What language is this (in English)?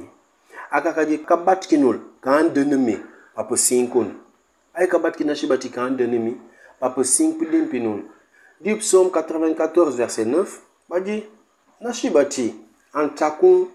Mankanya